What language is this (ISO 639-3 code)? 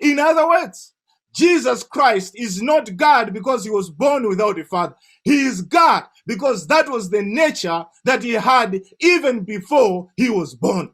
eng